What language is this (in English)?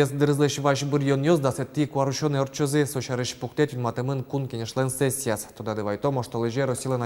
Udmurt